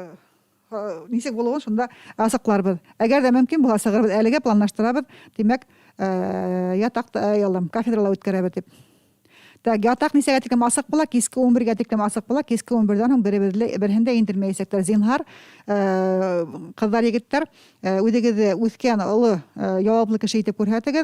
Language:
Bashkir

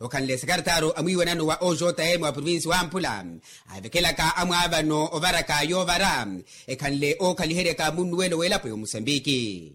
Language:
Makhuwa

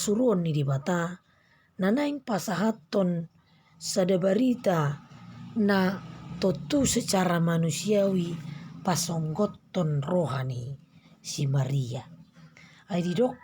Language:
Batak Toba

